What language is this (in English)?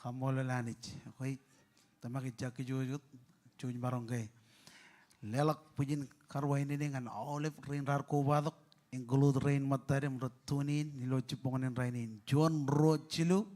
Marshallese